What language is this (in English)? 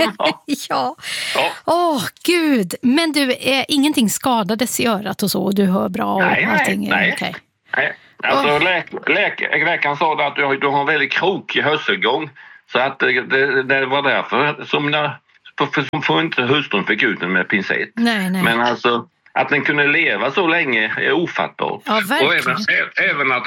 Swedish